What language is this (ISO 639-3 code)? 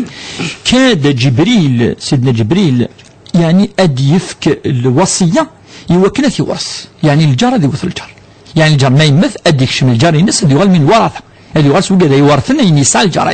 kab